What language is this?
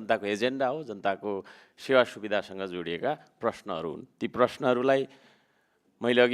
Nepali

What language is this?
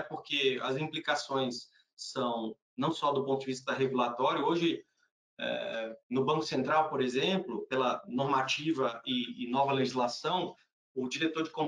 Portuguese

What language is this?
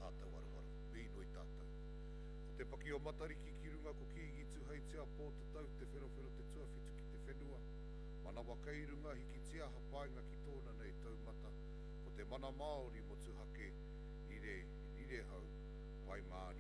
Māori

